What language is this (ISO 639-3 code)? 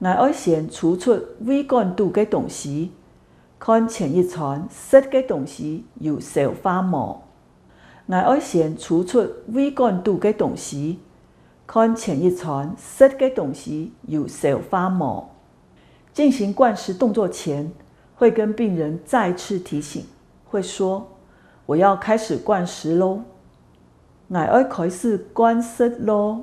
hak